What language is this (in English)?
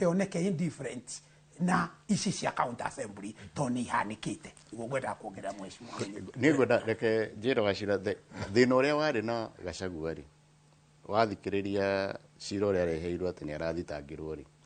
Kikuyu